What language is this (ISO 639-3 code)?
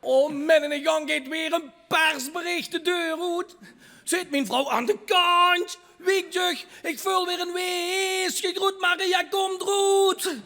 lim